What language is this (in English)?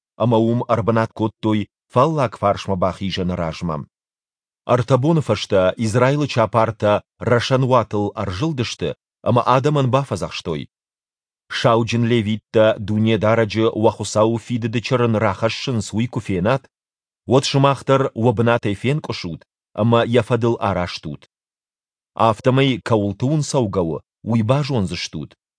Ossetic